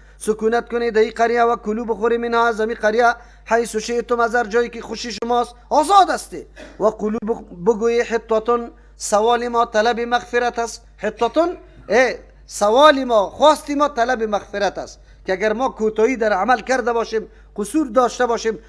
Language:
Persian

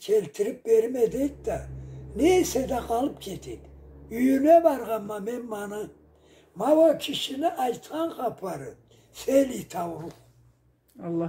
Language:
Karachay-Balkar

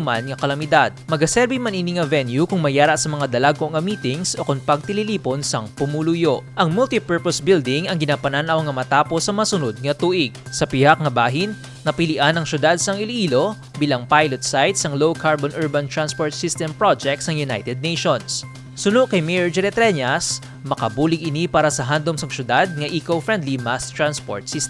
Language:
Hiligaynon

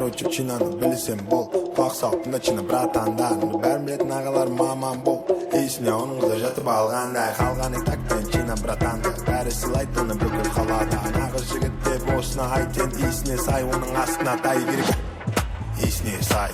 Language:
Kara-Kalpak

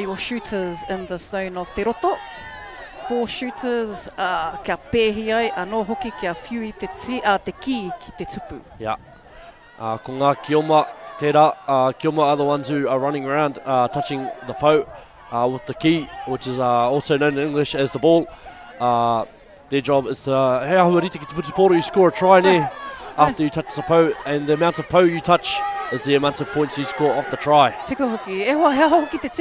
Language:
Māori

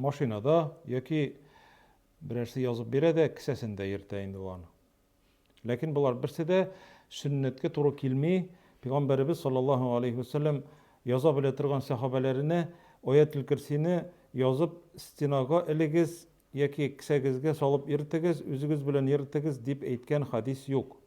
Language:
Tatar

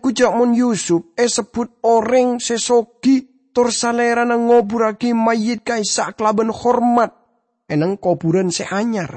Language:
Madurese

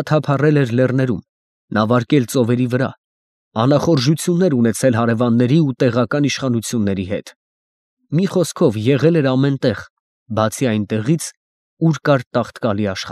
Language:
Armenian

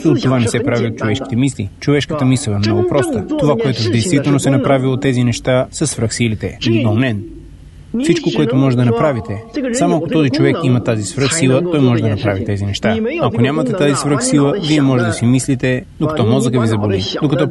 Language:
Bulgarian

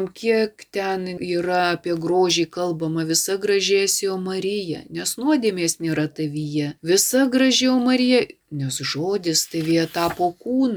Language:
Lithuanian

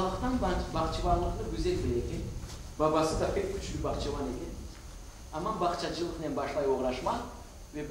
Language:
Crimean Tatar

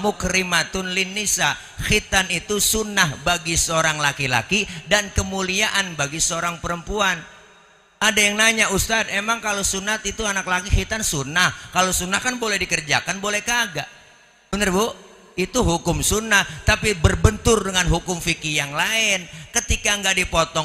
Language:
Betawi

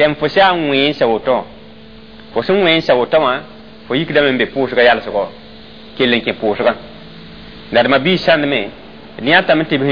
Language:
Mossi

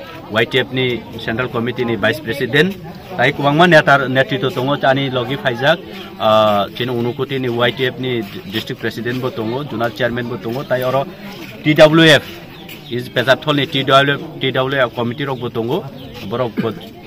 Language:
Kok Borok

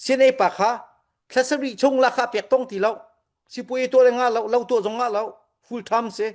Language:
Falam Chin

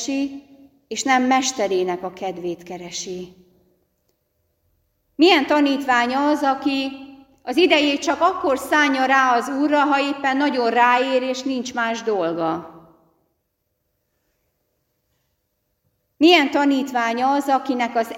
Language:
Hungarian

